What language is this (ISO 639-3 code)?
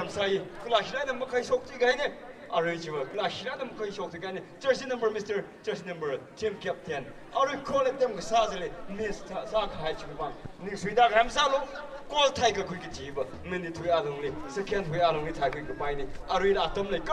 nmf